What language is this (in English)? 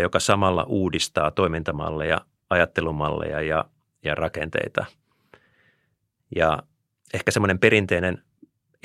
Finnish